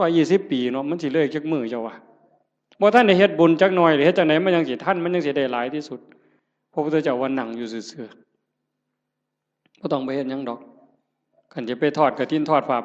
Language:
Northeastern Thai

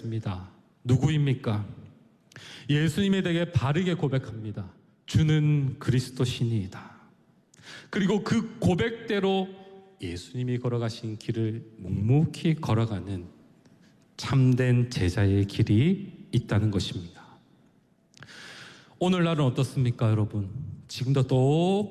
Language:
Korean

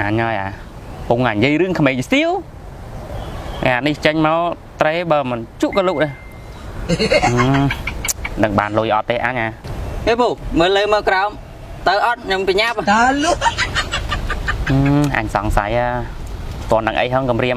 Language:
Khmer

